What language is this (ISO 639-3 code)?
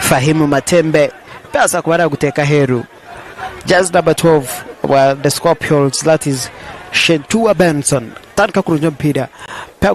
nyn